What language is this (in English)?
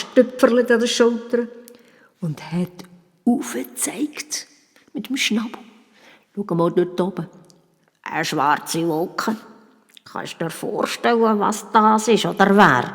Swiss German